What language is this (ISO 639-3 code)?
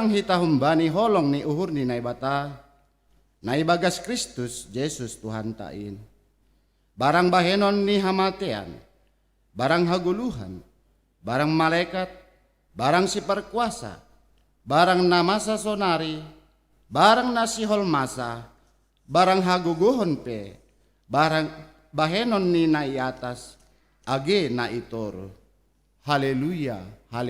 bts